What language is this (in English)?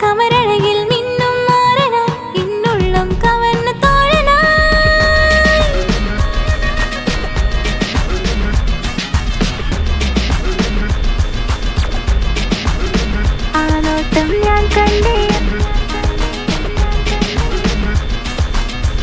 Malayalam